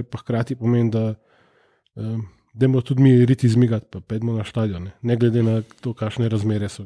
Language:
Slovenian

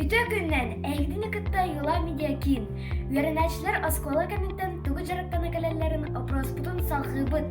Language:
Yakut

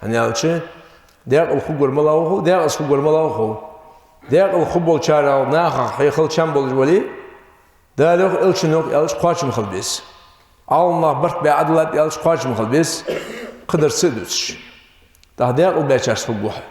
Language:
Ingush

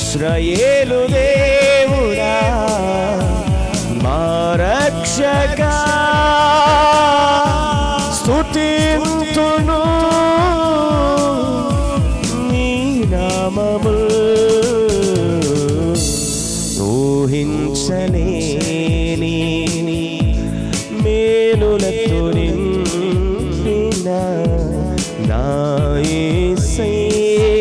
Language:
Telugu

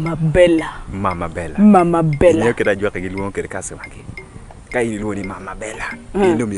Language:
Acoli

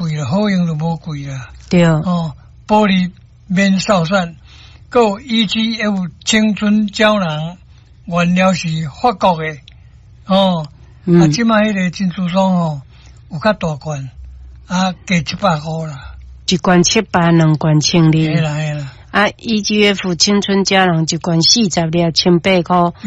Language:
Min Nan Chinese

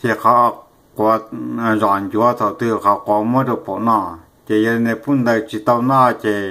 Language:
Hmong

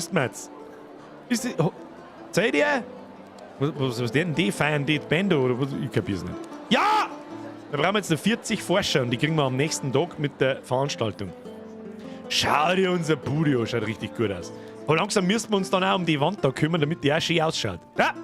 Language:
Bavarian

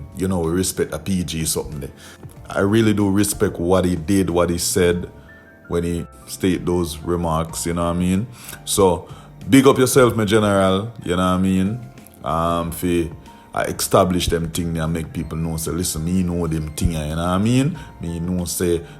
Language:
Jamaican Creole English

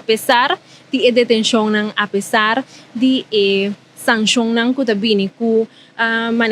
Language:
Papiamento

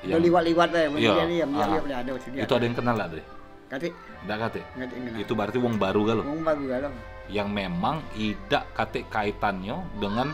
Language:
Musi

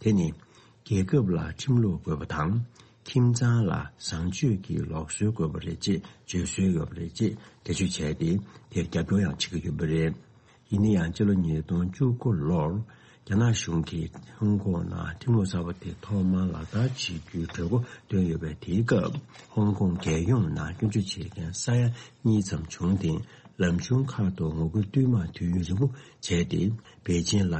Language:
Tibetan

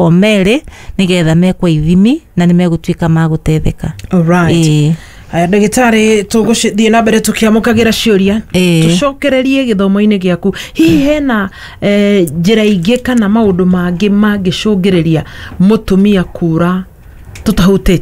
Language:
Kikuyu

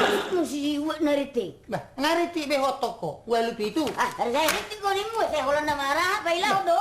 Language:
Batak Toba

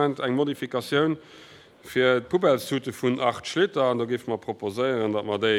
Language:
Luxembourgish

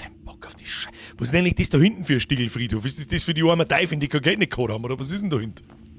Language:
Bavarian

